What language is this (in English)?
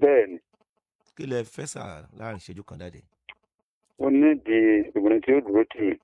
Yoruba